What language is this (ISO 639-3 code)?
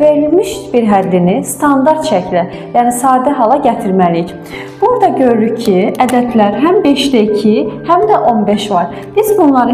aze